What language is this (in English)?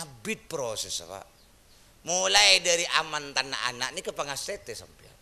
Madurese